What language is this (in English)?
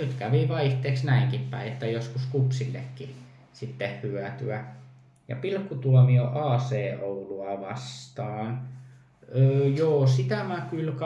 Finnish